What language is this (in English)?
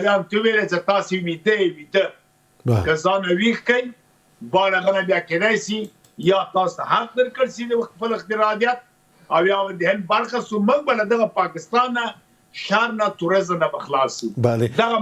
Pashto